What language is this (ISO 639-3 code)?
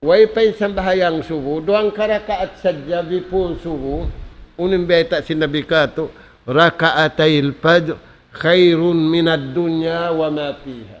tsg